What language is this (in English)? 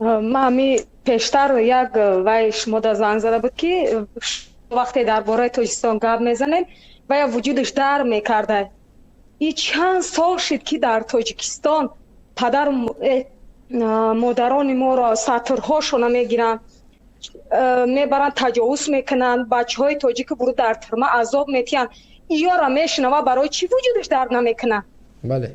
Tajik